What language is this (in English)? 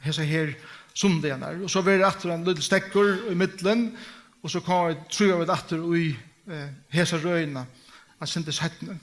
Faroese